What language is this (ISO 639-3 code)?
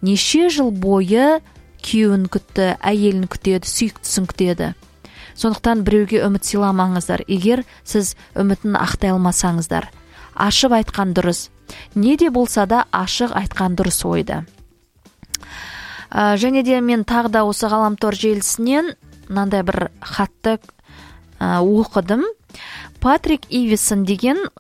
kaz